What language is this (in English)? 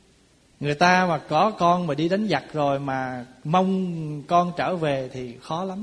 Vietnamese